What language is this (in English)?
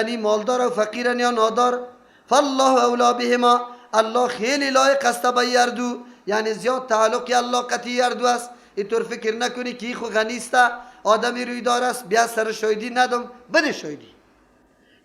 Persian